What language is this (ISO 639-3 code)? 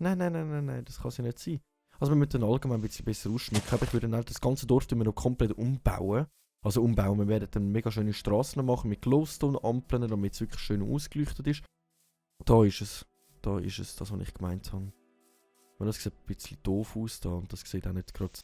gsw